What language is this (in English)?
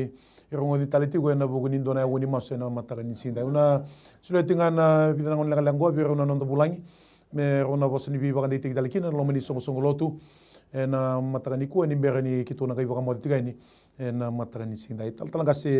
Fijian